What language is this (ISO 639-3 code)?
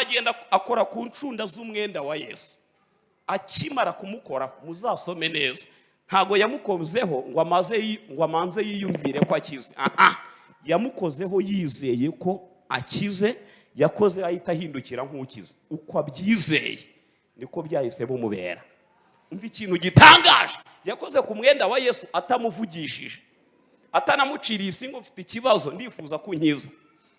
kin